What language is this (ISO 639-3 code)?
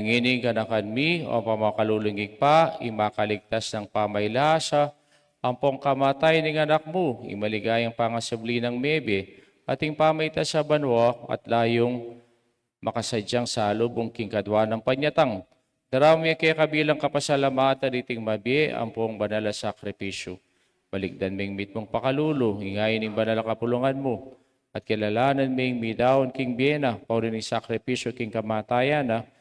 pam